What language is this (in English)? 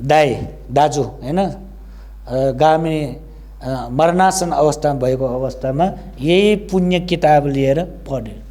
Nepali